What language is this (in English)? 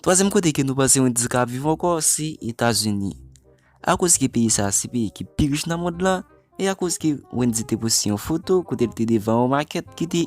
Haitian Creole